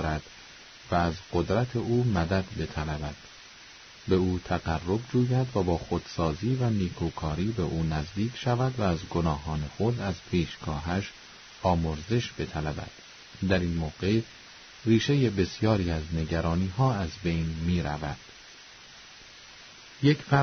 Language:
Persian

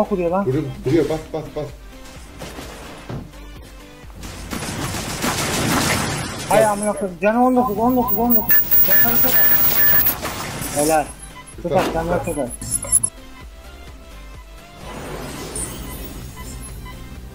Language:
Turkish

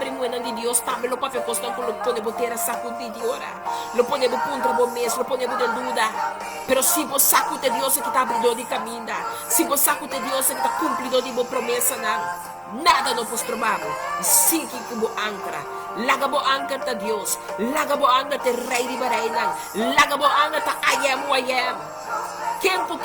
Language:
Papiamento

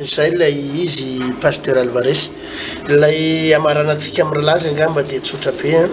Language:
Malagasy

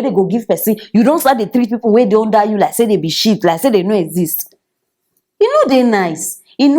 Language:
Nigerian Pidgin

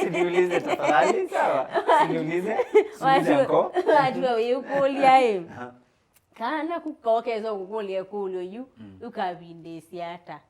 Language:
Kamba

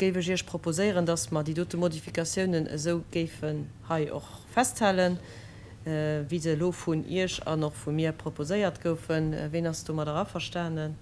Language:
Luxembourgish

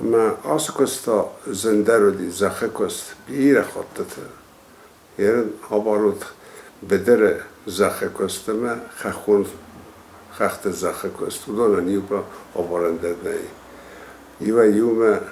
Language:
Ossetic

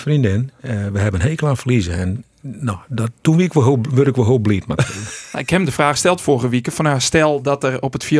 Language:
Western Frisian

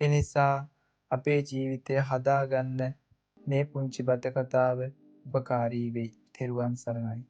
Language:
Sinhala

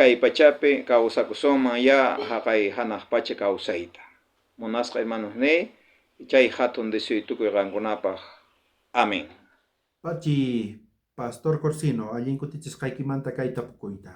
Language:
South Bolivian Quechua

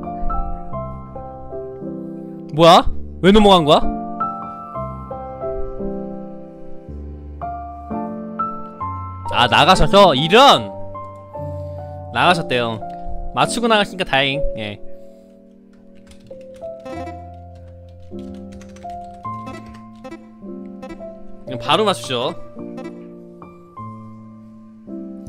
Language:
Korean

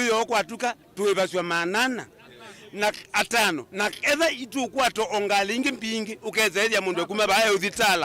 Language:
Kamba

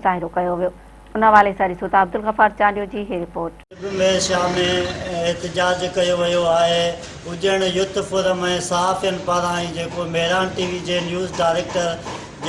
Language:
Sindhi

